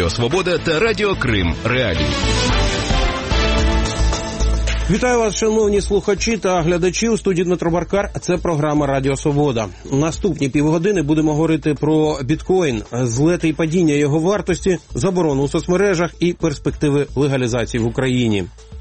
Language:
Ukrainian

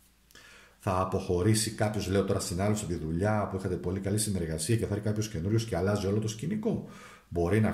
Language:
Greek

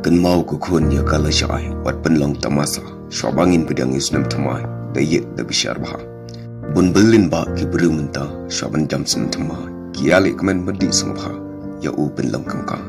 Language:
Khasi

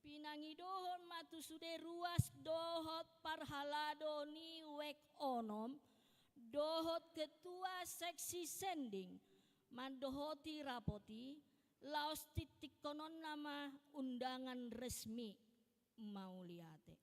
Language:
Batak Toba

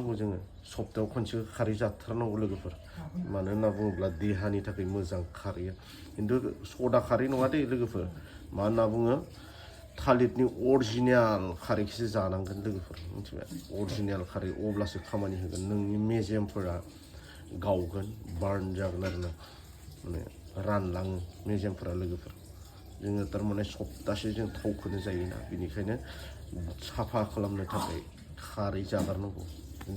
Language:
Bodo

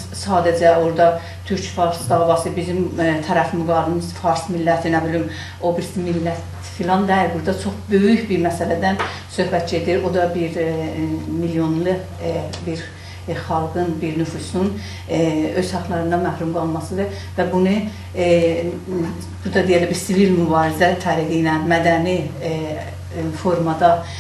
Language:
South Azerbaijani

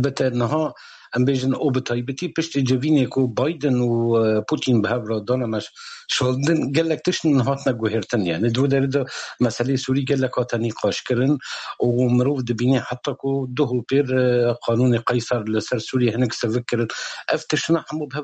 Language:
Kurdish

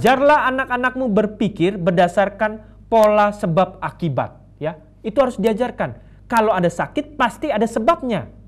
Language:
Indonesian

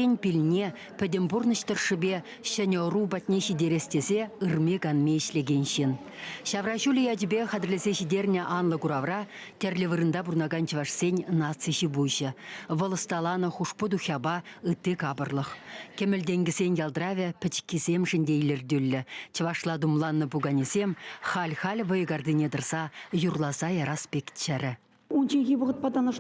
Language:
Chuvash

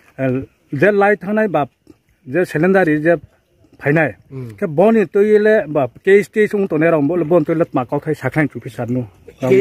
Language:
Riang (India)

